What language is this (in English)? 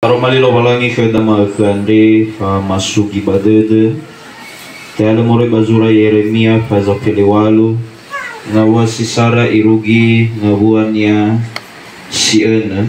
Nias